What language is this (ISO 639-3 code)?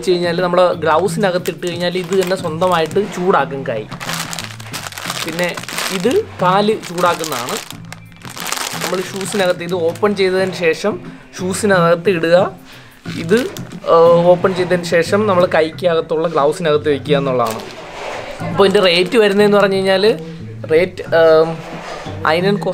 mal